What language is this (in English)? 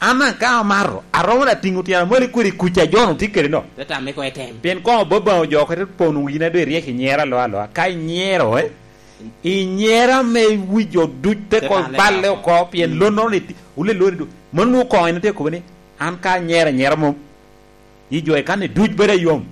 Lango (Uganda)